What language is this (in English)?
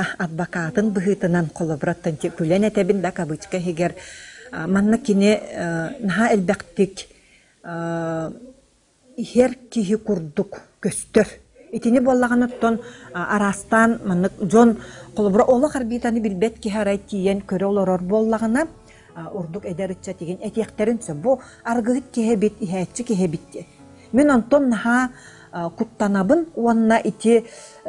Yakut